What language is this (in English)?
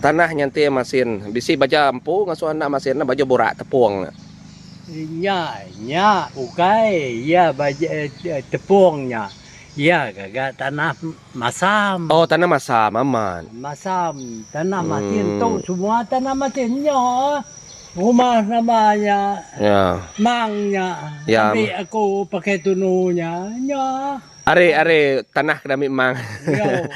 Iban